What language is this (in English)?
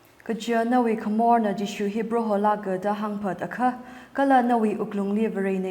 Tangkhul Naga (India)